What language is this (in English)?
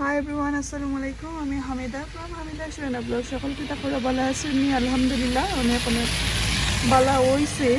Sylheti